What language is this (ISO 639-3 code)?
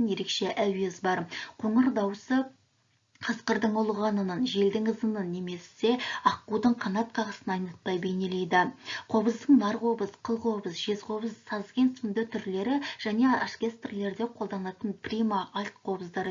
kaz